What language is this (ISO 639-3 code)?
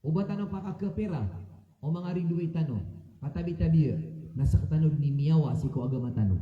mrw